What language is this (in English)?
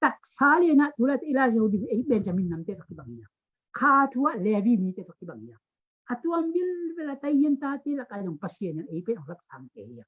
Tedim Chin